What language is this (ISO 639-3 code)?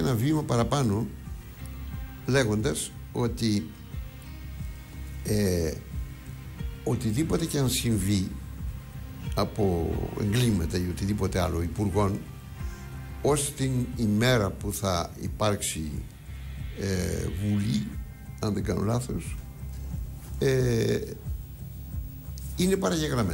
ell